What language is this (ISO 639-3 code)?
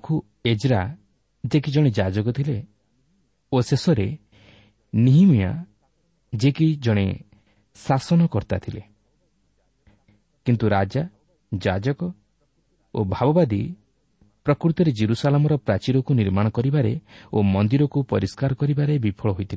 ori